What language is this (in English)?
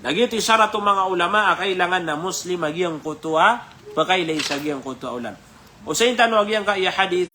Maranao